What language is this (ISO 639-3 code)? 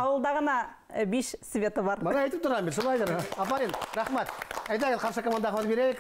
bak